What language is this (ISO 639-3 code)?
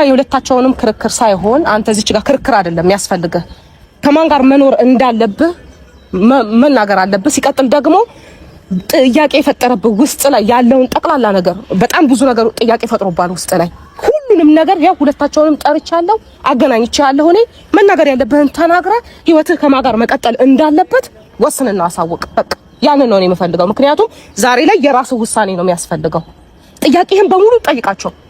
amh